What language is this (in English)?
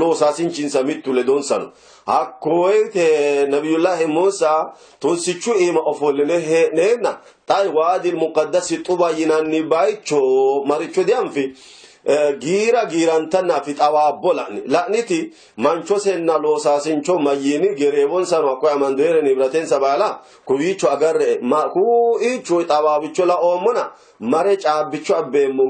Sidamo